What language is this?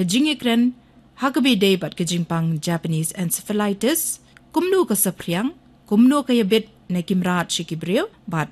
Khasi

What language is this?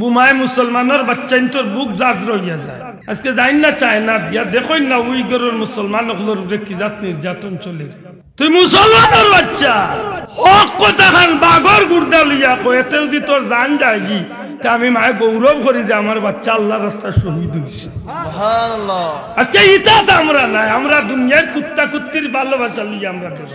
Sylheti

